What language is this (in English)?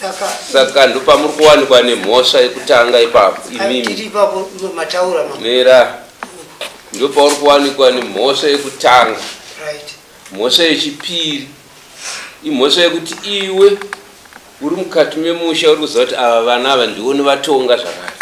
Shona